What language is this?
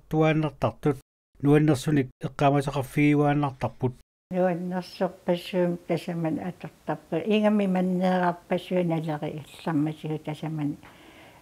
Kalaallisut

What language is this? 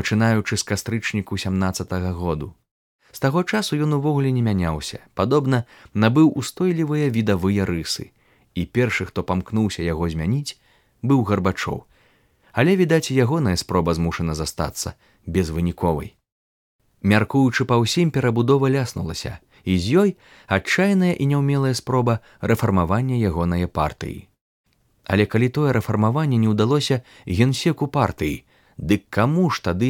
Belarusian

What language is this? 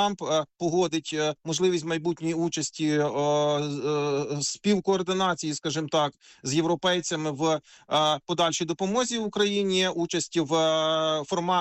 Ukrainian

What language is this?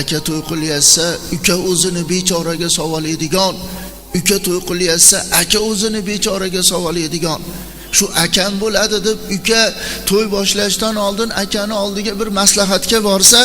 Uzbek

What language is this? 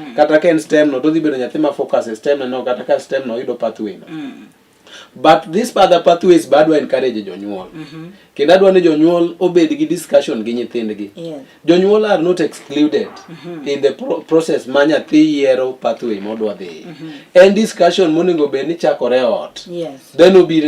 Luo (Kenya and Tanzania)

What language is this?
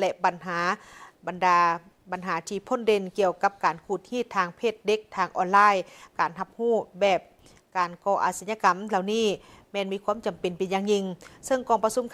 Lao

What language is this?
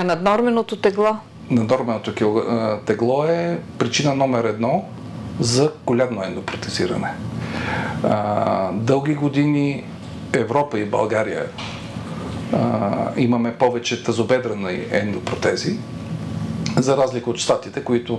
Bulgarian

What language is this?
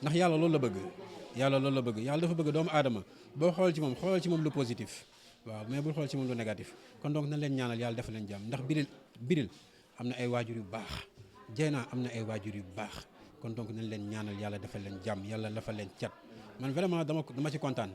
Wolof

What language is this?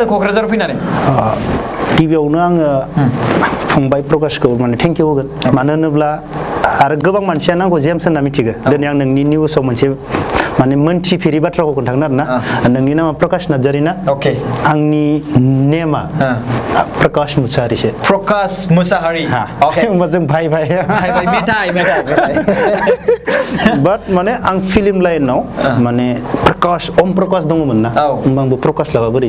Bodo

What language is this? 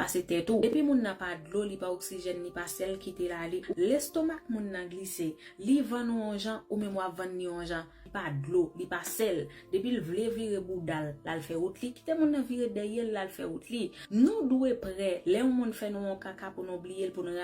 Haitian Creole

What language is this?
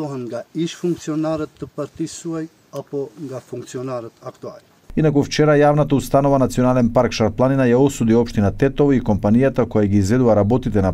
Macedonian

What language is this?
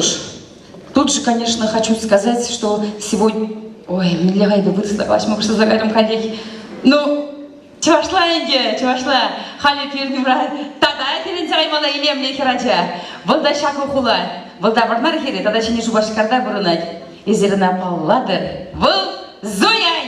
Chuvash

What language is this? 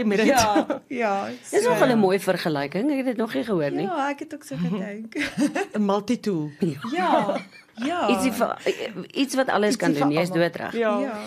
Afrikaans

